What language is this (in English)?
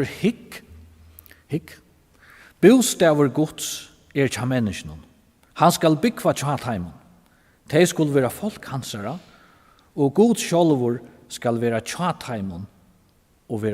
Faroese